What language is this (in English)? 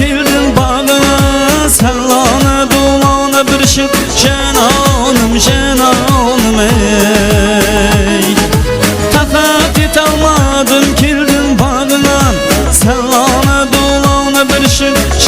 Kara-Kalpak